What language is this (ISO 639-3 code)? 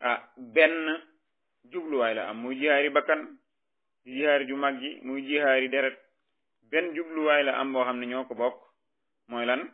wol